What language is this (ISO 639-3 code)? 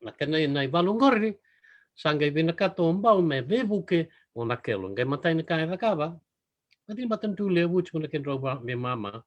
fij